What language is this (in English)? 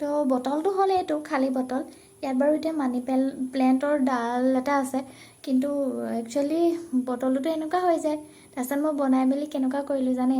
Assamese